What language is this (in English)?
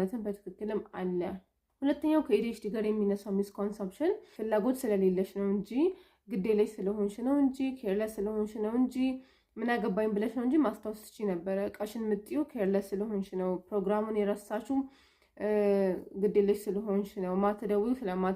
Amharic